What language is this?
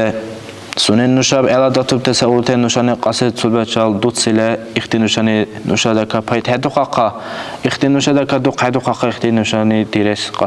Dargwa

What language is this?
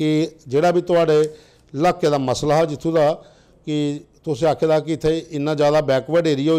Dogri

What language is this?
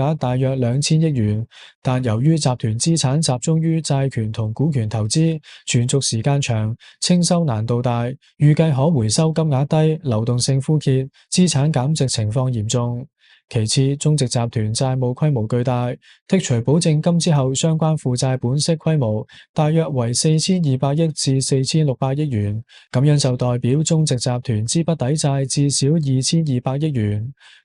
Cantonese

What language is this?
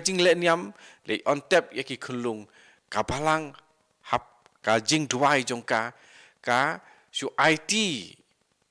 Khasi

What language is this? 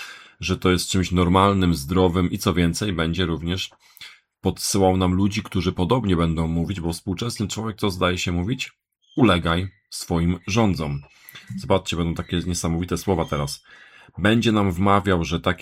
Polish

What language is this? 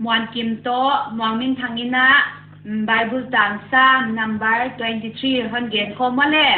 Paite Chin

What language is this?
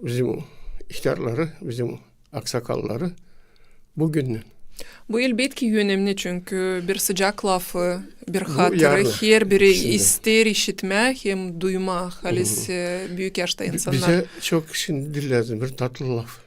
Gagauz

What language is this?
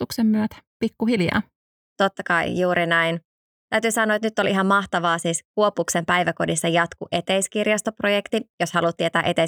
Finnish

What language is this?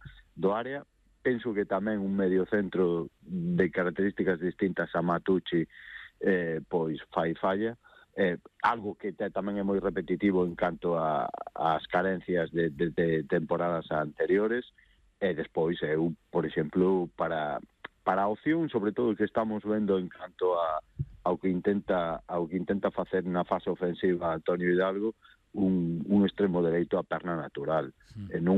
Galician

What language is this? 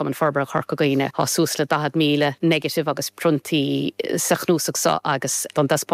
Irish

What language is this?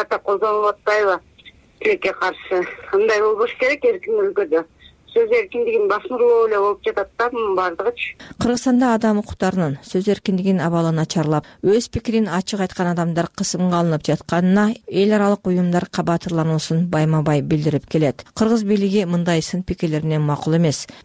Kyrgyz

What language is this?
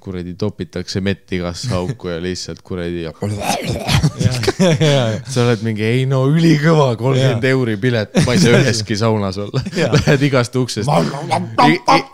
Estonian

